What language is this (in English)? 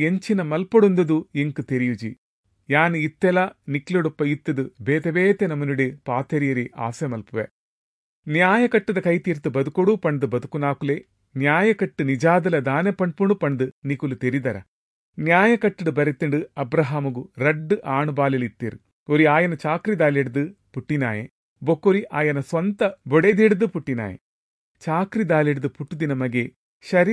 Tulu